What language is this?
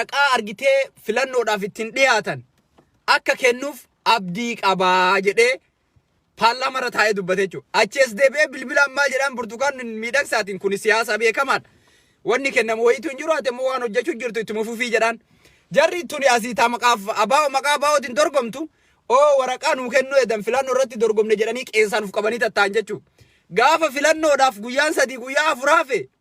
Oromo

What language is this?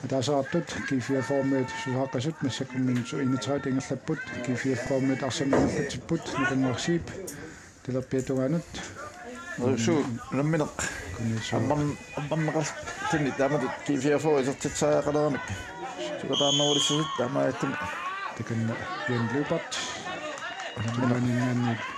Kalaallisut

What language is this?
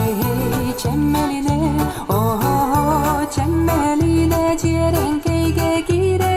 Yakut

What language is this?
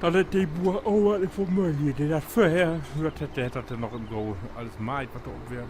Low German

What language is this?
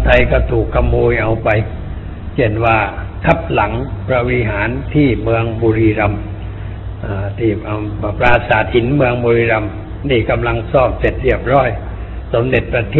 Thai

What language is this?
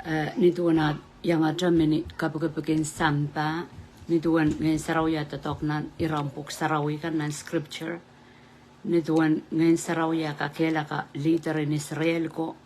Pohnpeian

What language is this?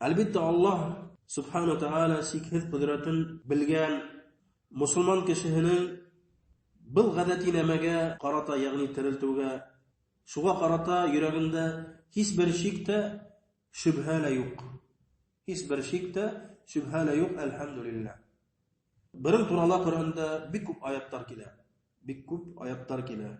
Bashkir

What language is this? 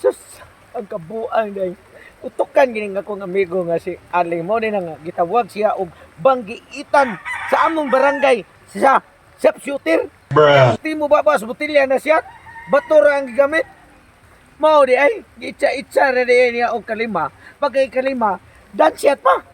Cebuano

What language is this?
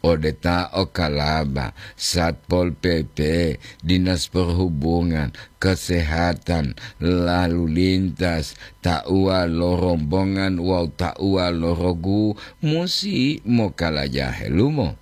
Gorontalo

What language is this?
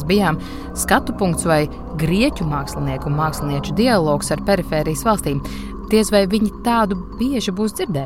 Latvian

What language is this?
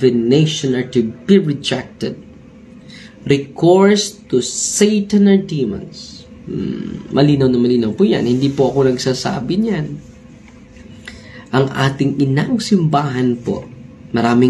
Filipino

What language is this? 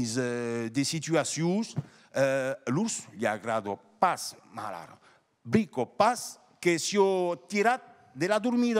Occitan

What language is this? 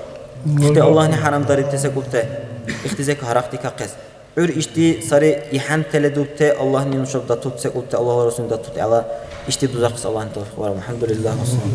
Dargwa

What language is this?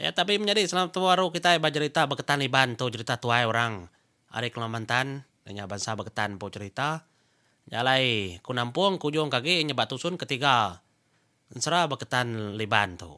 Iban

